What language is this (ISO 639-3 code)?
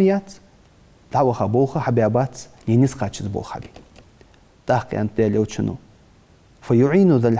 inh